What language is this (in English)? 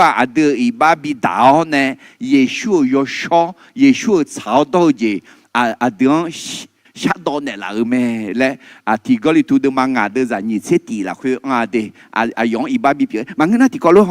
Akha